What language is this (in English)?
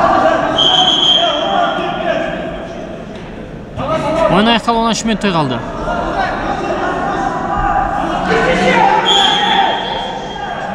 Kazakh